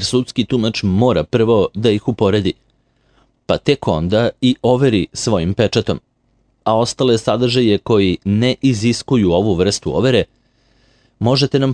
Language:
Serbian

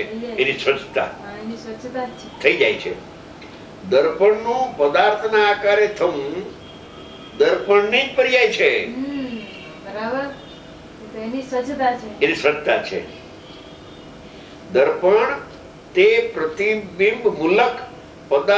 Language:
Gujarati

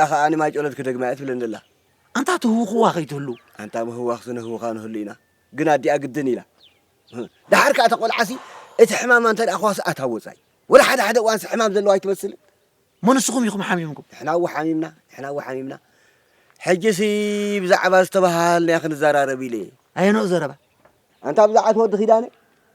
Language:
Tigrinya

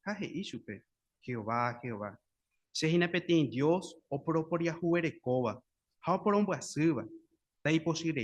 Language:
Guarani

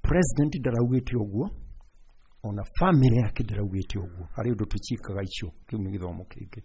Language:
Kikuyu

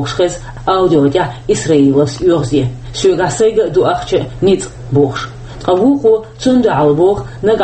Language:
Chechen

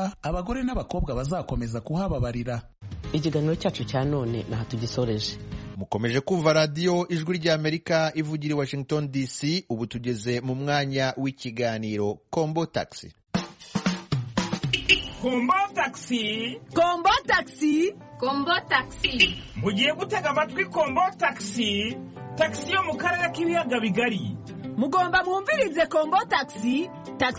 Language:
Kinyarwanda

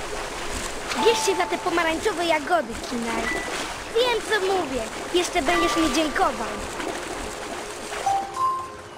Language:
Polish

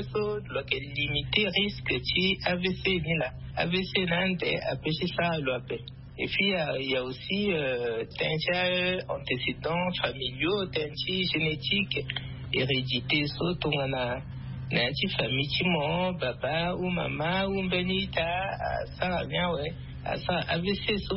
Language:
Sango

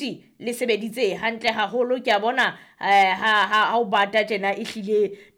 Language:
Southern Sotho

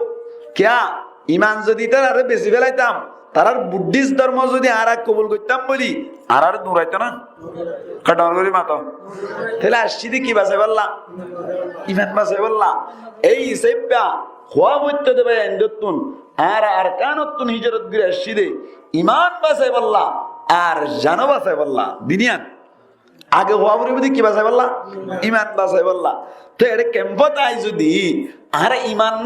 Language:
Rohingya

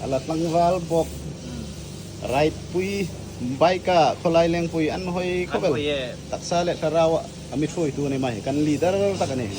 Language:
Hmar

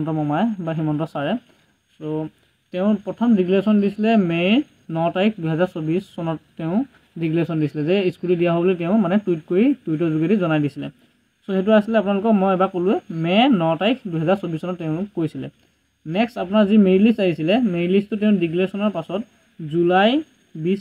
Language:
Assamese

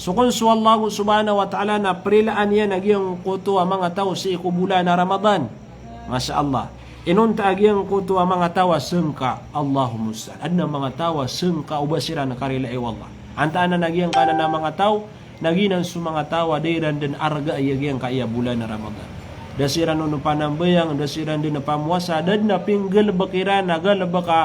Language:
Maranao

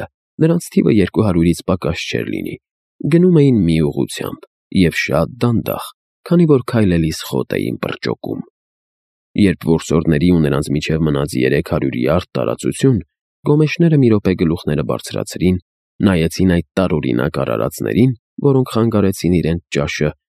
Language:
Armenian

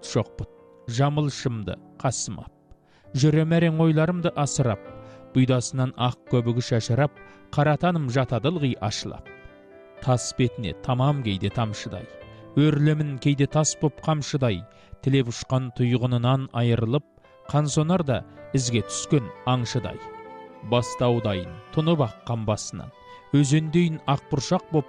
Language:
Kazakh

